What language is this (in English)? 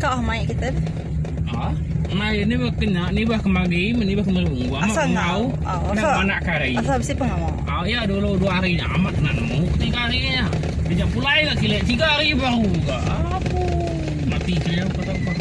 Iban